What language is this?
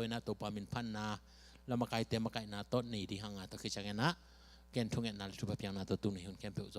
Tedim Chin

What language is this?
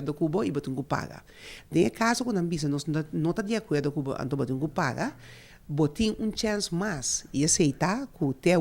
Papiamento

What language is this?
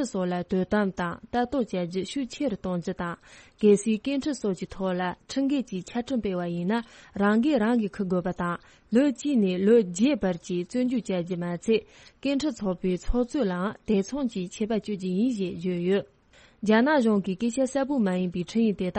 Tibetan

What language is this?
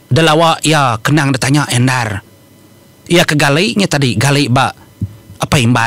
Iban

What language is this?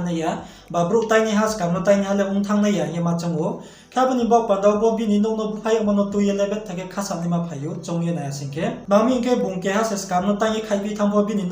Riang (India)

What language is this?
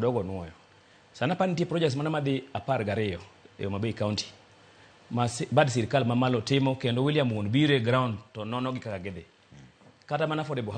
Luo (Kenya and Tanzania)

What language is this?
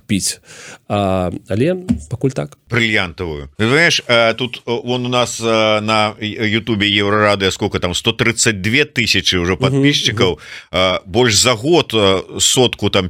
Belarusian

